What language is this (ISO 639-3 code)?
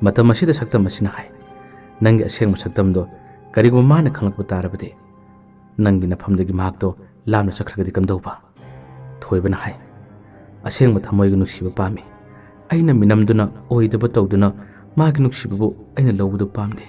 mni